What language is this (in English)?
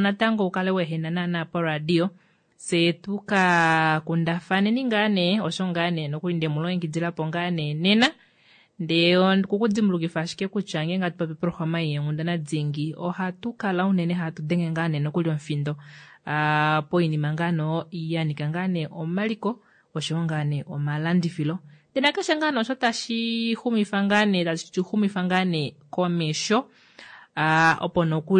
Kuanyama